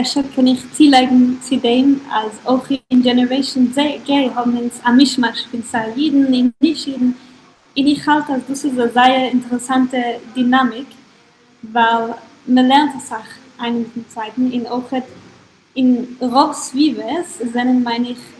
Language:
Yiddish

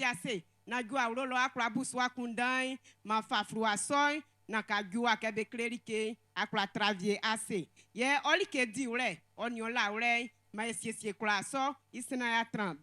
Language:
Baoulé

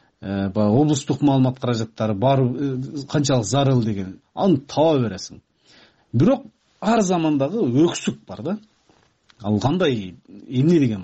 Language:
Kyrgyz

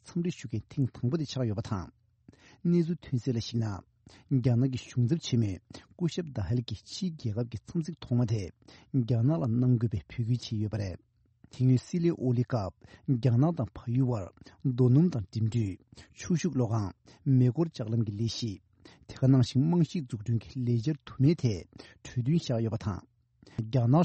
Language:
Tibetan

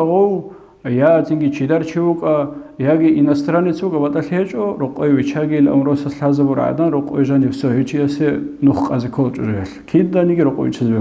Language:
Avaric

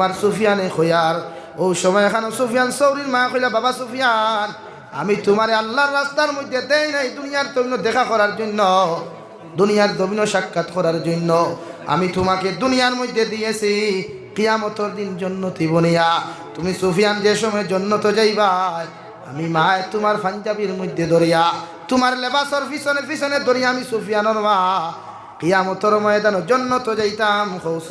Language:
Sylheti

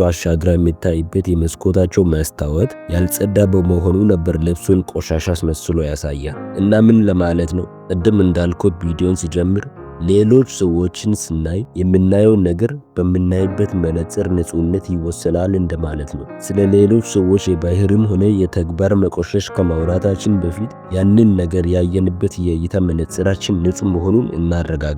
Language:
Amharic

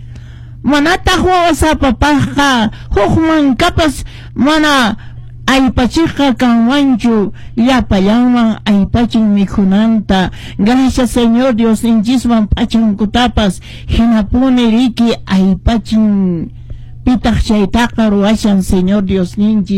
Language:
Quechua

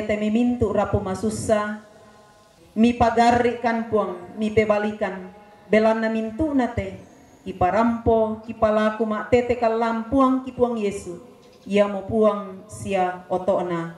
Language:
Toraja-Sa'dan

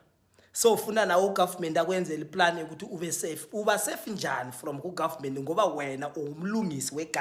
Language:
Zulu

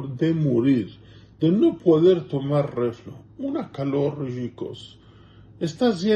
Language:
Ladino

